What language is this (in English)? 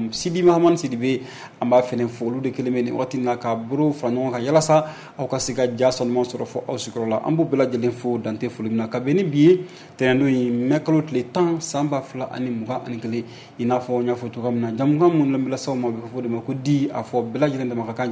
Bambara